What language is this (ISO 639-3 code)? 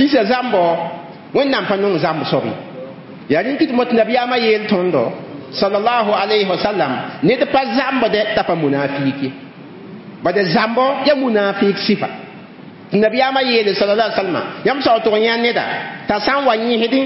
mos